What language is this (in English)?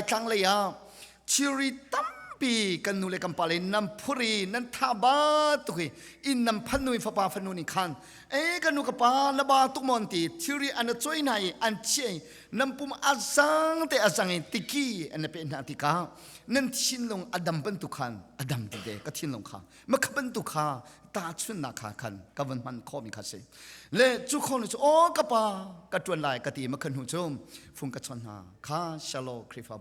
Hakha Chin